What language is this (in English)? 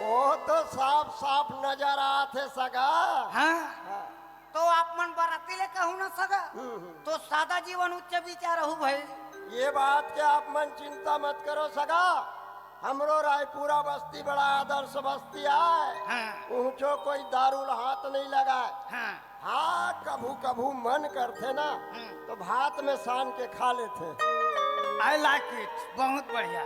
Chhattisgarhi